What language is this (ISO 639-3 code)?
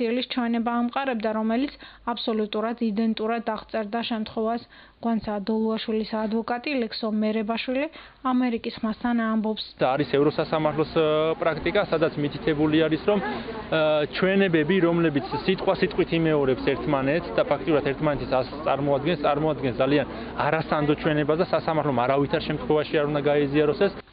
kat